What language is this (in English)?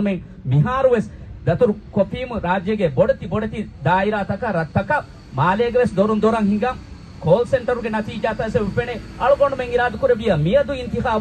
Divehi